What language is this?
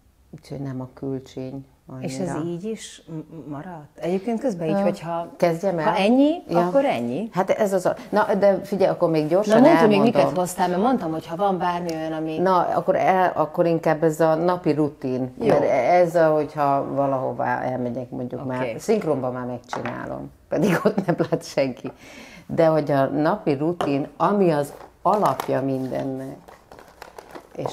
Hungarian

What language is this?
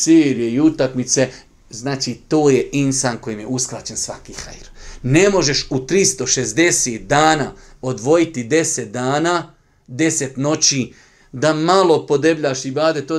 Bosnian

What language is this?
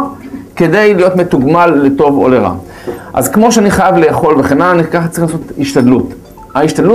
Hebrew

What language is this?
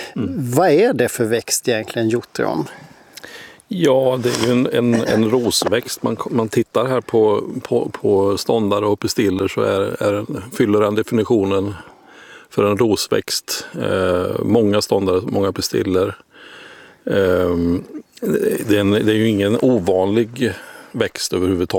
Swedish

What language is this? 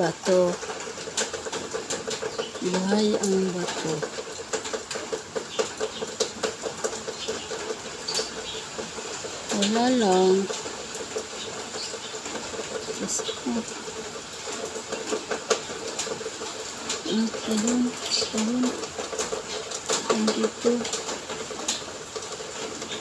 Filipino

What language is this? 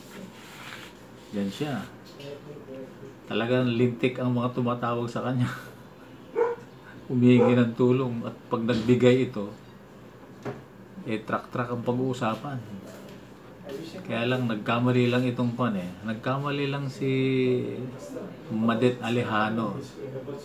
Filipino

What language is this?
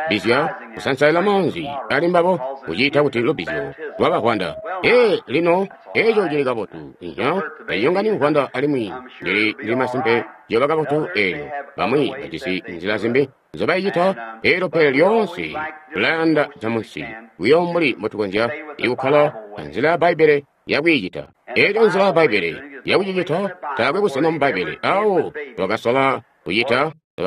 Tonga (Zambia)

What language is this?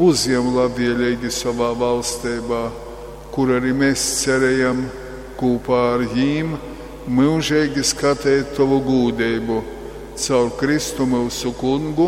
Latgalian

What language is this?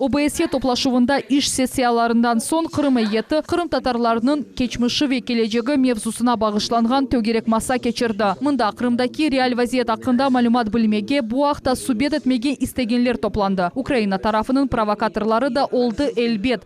Crimean Tatar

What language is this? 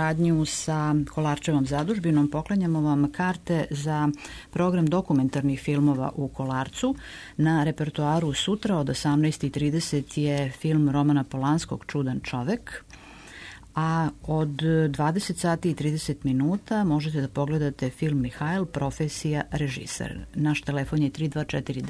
Serbian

